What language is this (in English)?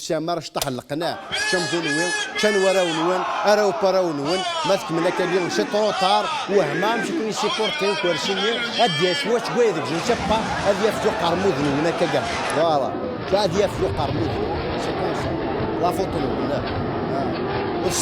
Kabyle